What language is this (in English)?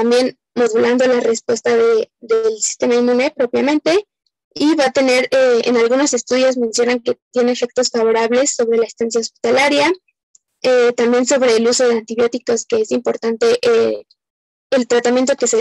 Spanish